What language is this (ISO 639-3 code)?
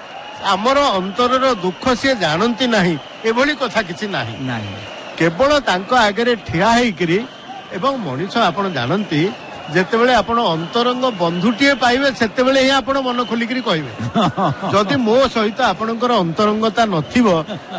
ori